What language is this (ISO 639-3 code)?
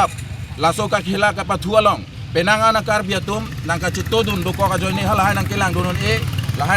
mjw